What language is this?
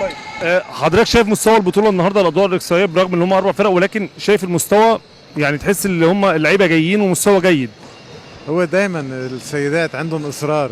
Egyptian Arabic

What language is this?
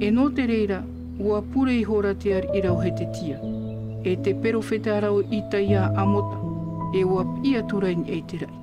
Tahitian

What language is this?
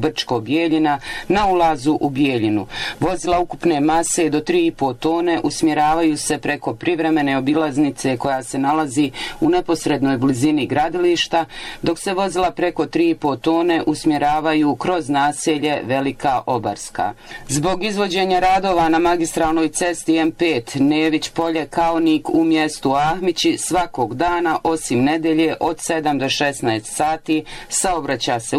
Bosnian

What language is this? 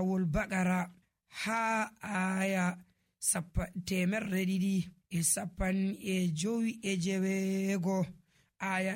Nigerian Fulfulde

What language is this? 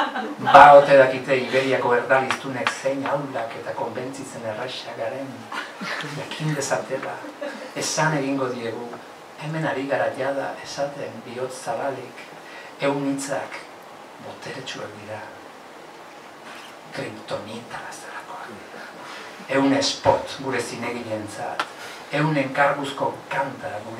Basque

